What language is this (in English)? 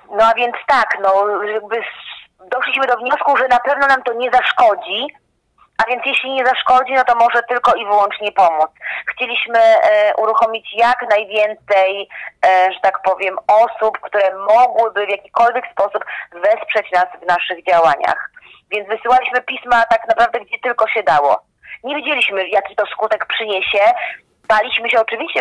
Polish